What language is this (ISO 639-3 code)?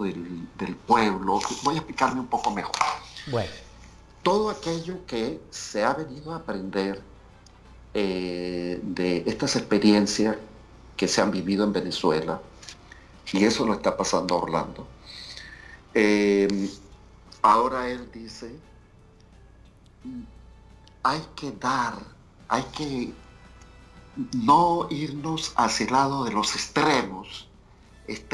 spa